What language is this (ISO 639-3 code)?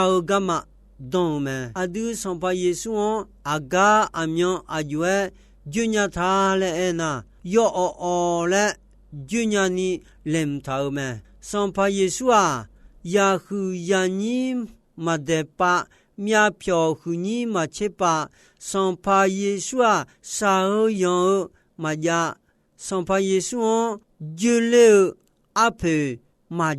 ahk